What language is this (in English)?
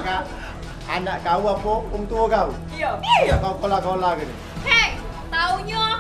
Musi